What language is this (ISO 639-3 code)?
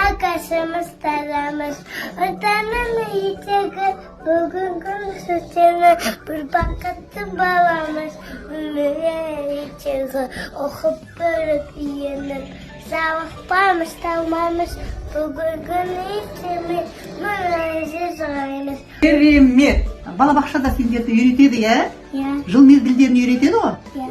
kaz